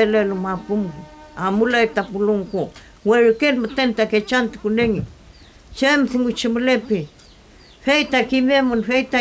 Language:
Mapuche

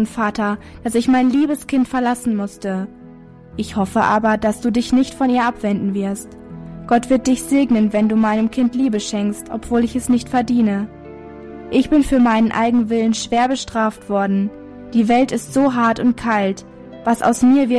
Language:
German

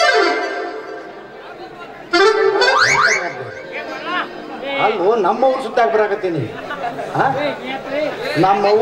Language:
Kannada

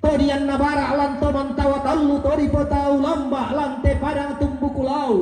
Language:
Toraja-Sa'dan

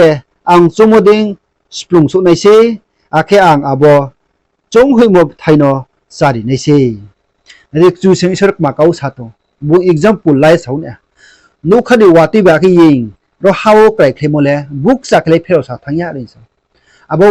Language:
Riang (India)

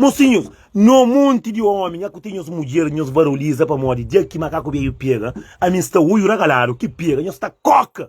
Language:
Kabuverdianu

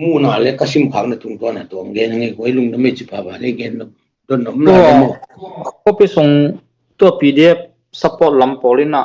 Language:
Tedim Chin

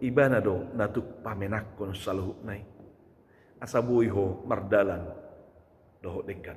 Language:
Batak Toba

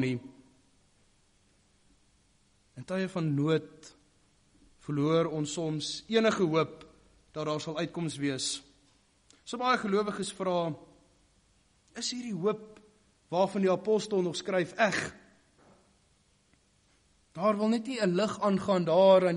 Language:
Afrikaans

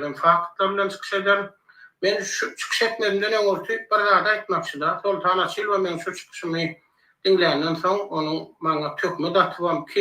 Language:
Turkmen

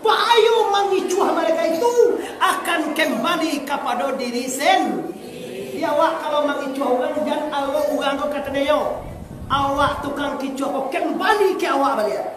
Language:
Minangkabau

